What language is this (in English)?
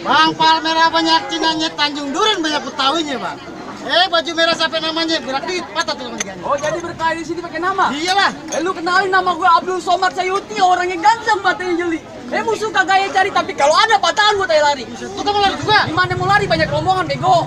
Betawi